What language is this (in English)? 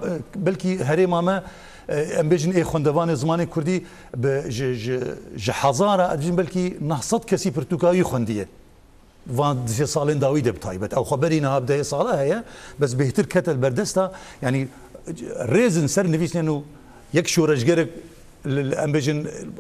Kurdish